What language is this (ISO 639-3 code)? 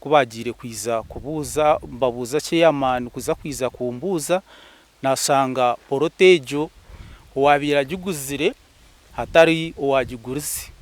nyn